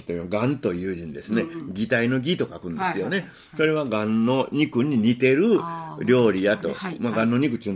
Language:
Japanese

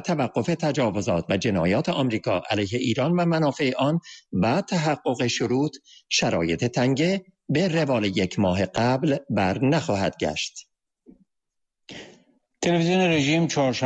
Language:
Persian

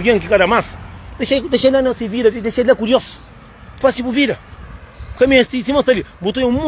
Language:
Kabuverdianu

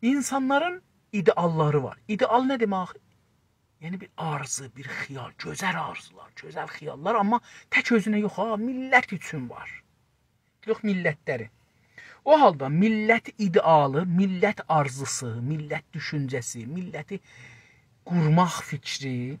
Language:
South Azerbaijani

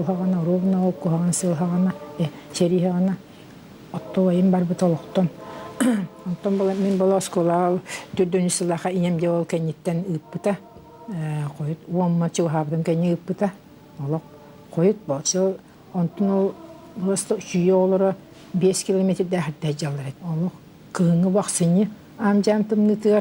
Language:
Yakut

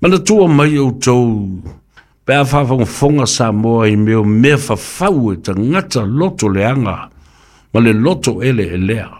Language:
Samoan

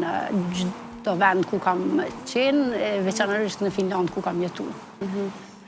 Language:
Albanian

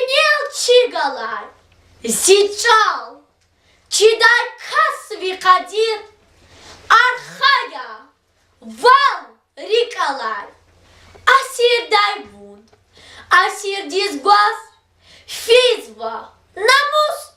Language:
Lezghian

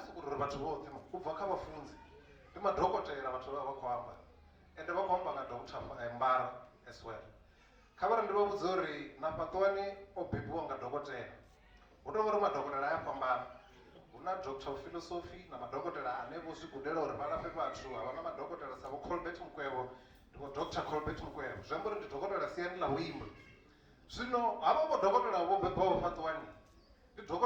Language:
Venda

